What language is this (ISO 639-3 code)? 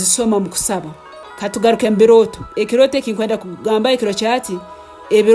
ttj